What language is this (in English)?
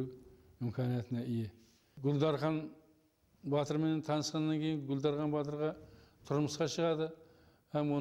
Kara-Kalpak